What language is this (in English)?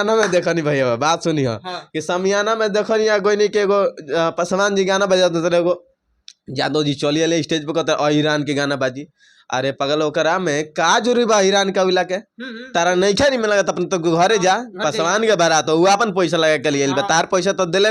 Bhojpuri